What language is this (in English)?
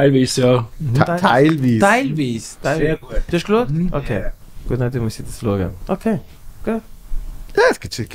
Swiss German